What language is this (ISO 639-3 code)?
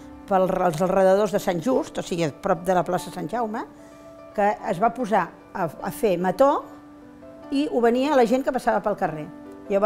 cat